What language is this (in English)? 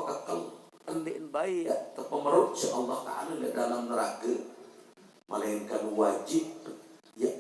Sasak